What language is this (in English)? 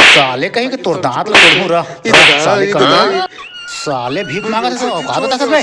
Chhattisgarhi